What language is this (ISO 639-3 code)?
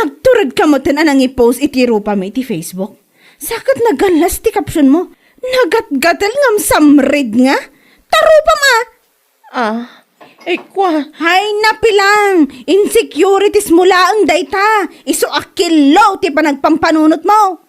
ilo